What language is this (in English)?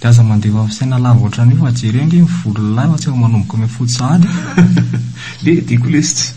Malagasy